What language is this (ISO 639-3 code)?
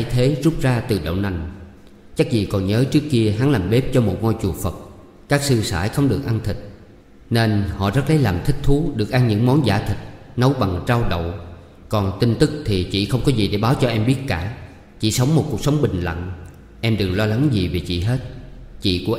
vie